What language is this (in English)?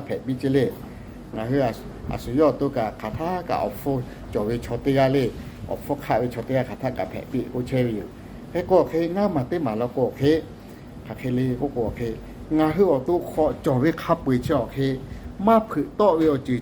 Lahu